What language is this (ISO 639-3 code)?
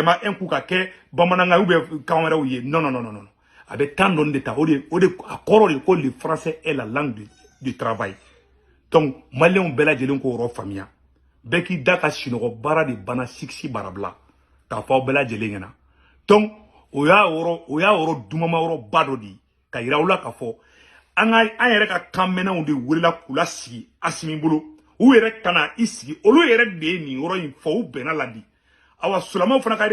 bam